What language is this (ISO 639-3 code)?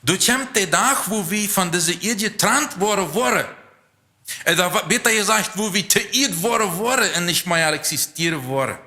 pdt